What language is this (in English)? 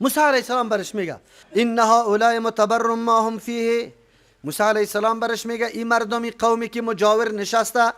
Persian